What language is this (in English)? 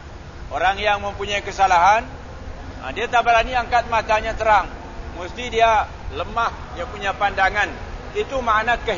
Malay